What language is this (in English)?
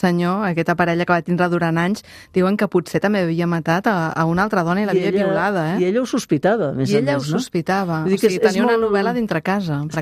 Catalan